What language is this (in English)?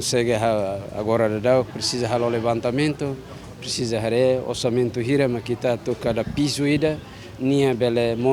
Tetum